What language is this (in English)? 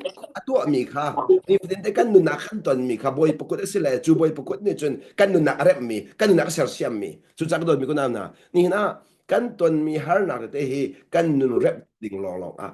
Hakha Chin